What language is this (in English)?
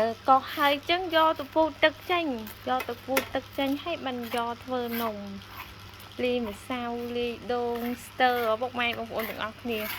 Khmer